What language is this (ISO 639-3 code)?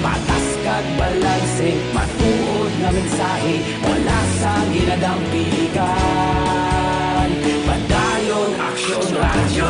hil